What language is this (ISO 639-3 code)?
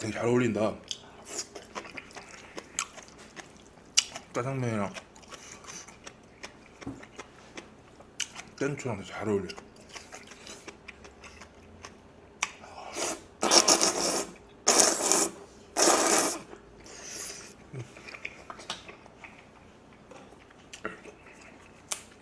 kor